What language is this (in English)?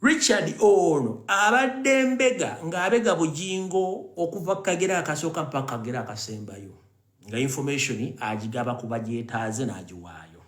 Ganda